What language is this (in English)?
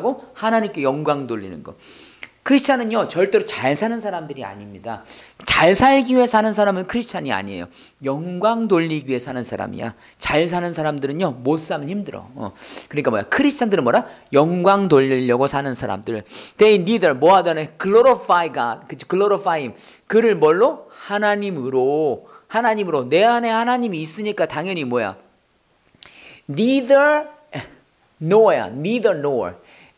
Korean